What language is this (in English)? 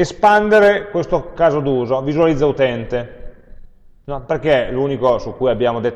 Italian